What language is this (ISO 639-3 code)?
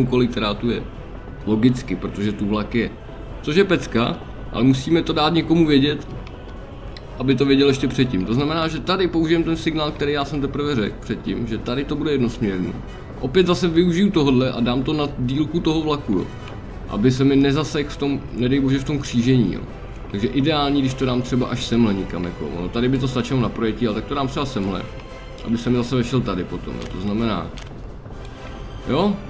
ces